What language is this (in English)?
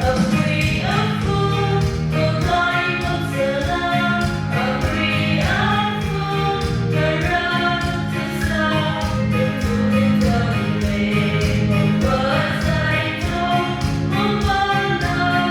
Maram Naga